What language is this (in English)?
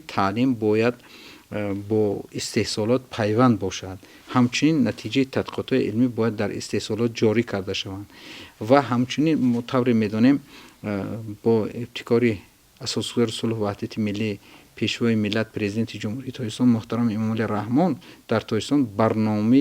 Tajik